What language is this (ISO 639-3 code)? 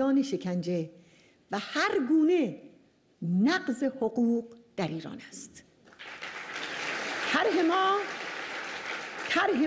fas